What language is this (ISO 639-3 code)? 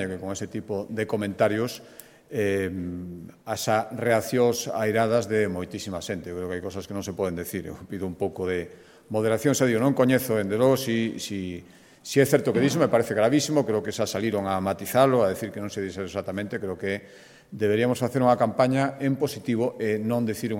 glg